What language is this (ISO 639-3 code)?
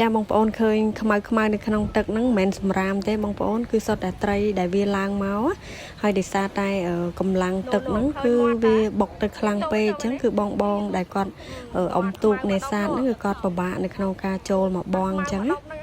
khm